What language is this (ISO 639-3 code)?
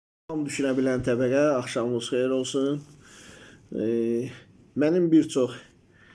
aze